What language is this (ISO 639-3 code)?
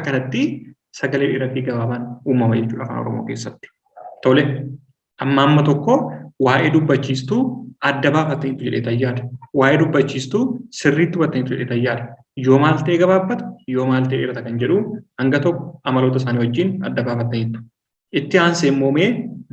orm